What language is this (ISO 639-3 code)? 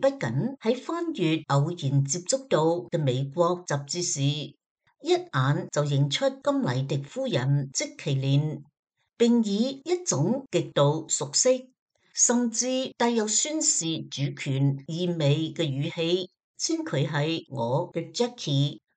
yue